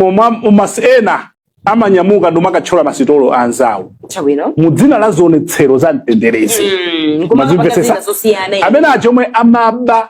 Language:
Nyanja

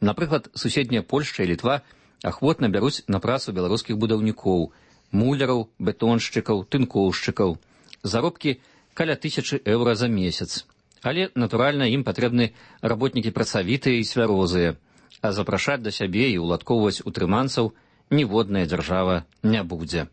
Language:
Belarusian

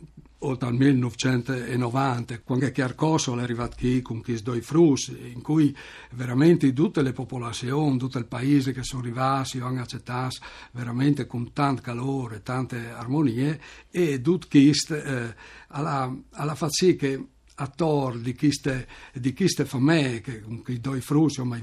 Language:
Friulian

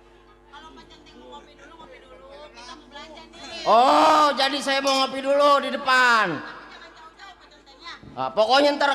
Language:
Betawi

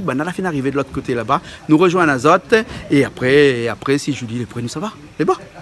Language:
Réunion Creole French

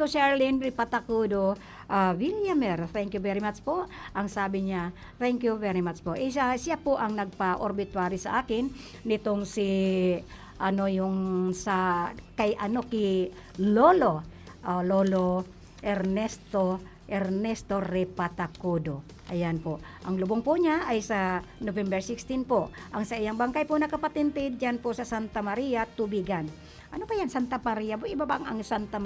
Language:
Bikol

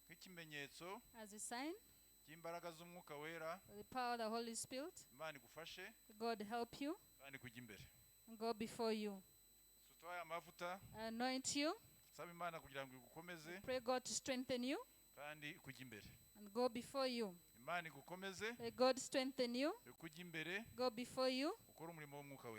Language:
Kinyarwanda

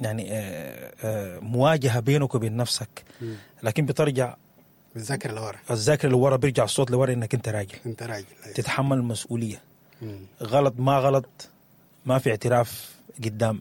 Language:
Sudanese Arabic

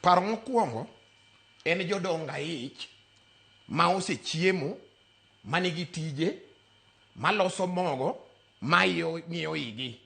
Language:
Luo (Kenya and Tanzania)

